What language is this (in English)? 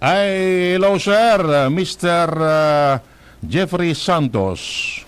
Bikol